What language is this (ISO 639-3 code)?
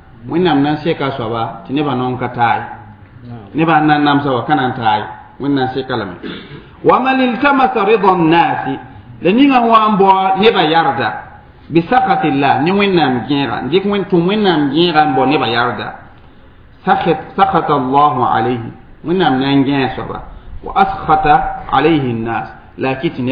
mos